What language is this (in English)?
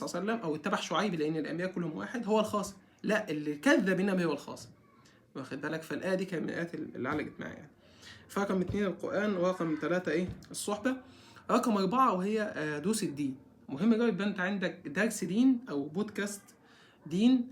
Egyptian Arabic